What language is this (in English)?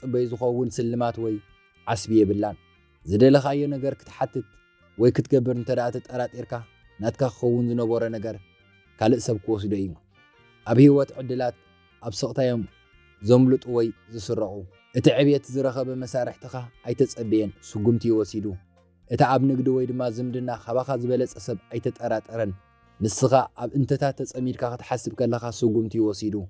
Tigrinya